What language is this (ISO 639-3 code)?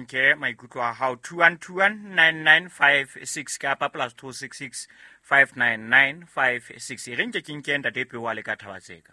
sot